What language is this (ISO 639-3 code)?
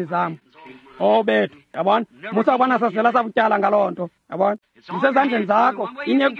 xho